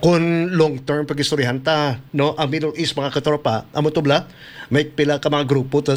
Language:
Hiligaynon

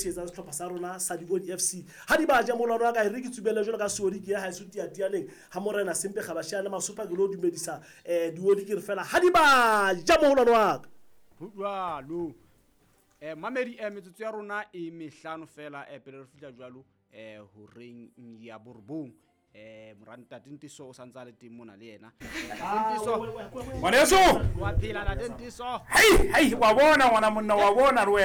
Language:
Southern Sotho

